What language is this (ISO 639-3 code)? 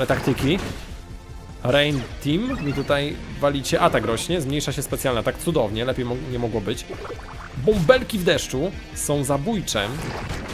pol